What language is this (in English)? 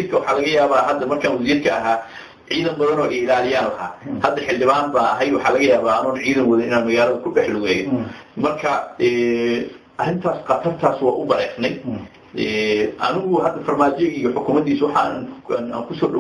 Somali